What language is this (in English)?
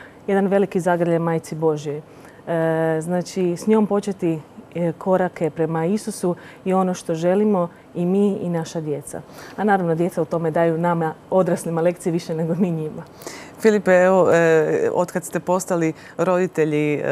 Croatian